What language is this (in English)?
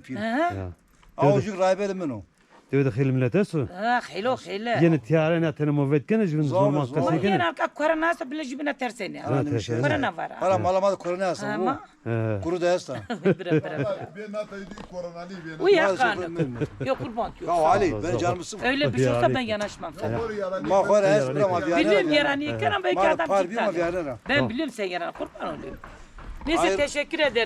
Zaza